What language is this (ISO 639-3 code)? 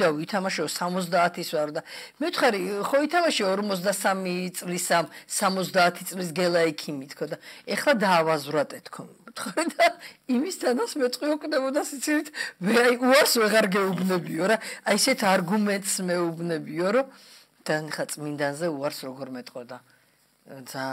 kat